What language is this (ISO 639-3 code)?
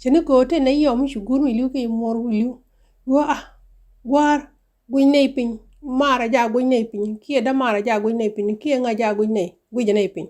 nus